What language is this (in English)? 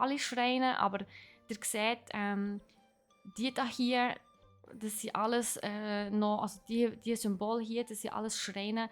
Swiss German